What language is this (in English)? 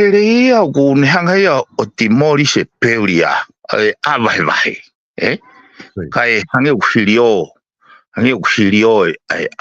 Tongan